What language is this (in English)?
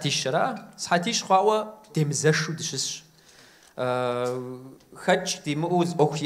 Kabardian